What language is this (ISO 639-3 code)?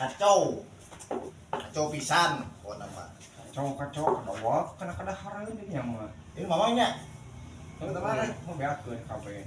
sun